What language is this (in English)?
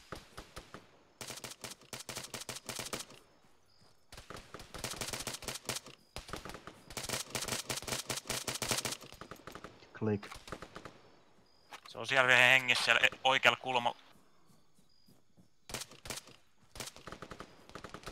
Finnish